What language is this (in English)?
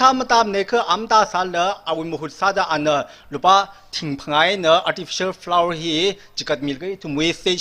Tangkhul Naga (India)